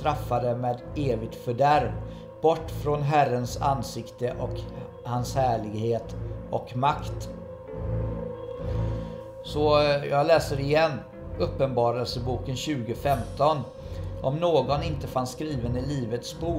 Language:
Swedish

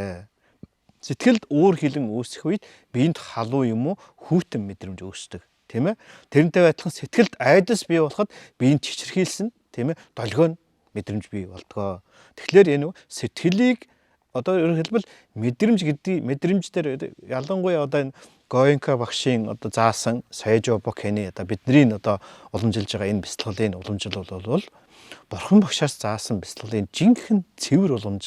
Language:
Mongolian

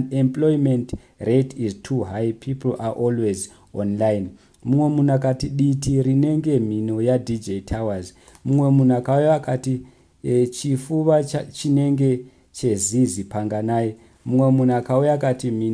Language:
Shona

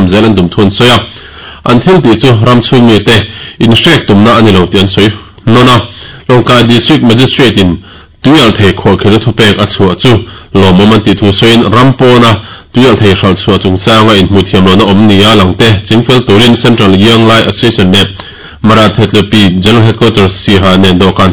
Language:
Mizo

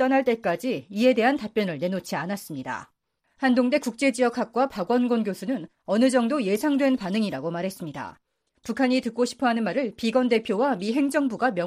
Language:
Korean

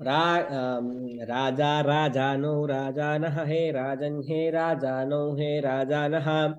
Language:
Sanskrit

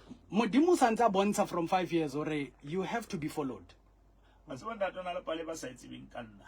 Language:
Southern Sotho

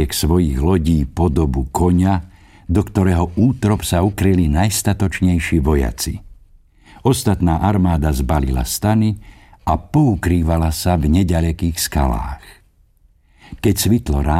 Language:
Slovak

